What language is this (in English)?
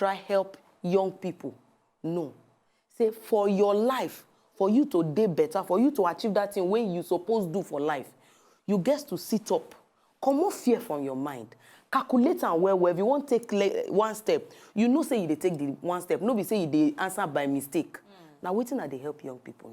Nigerian Pidgin